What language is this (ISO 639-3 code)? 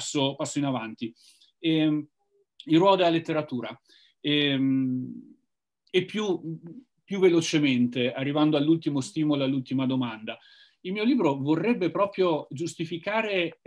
ita